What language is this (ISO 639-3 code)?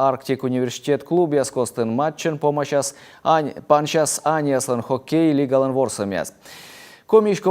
kom